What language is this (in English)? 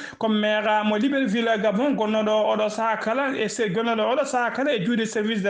Fula